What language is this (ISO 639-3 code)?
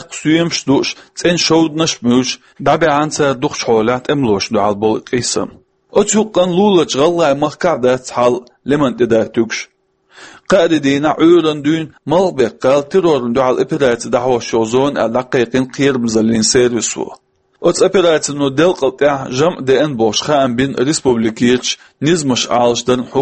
che